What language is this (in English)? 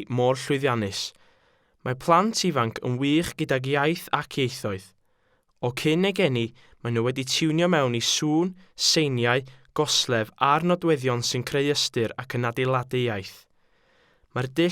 Welsh